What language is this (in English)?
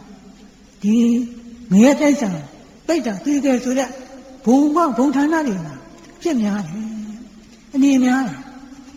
Burmese